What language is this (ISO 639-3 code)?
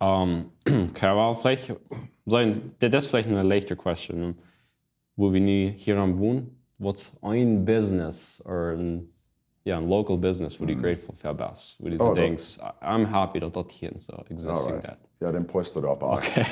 pdt